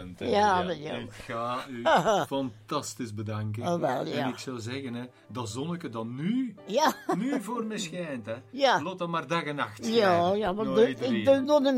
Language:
Dutch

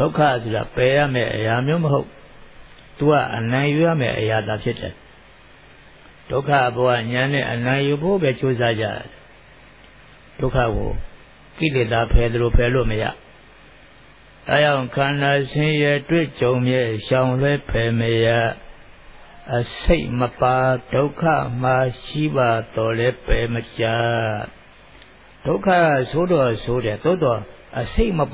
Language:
Burmese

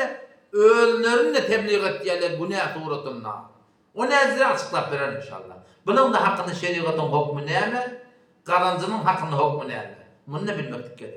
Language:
Turkmen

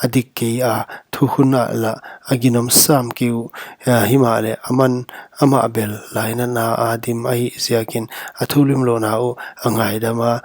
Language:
Paite Chin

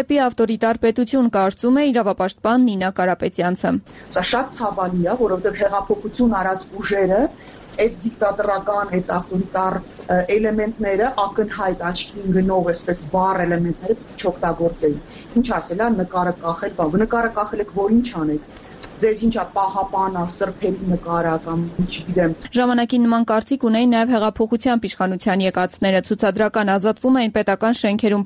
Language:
Armenian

